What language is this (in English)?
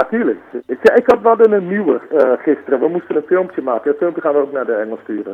Dutch